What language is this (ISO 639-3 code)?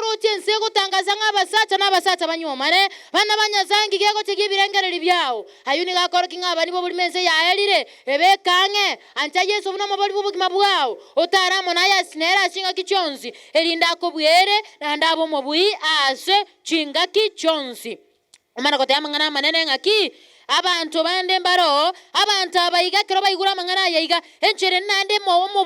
guz